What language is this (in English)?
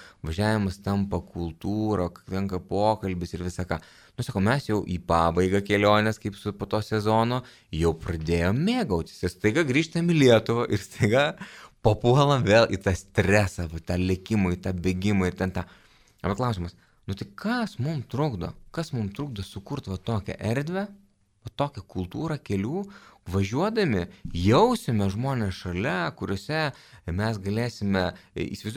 Lithuanian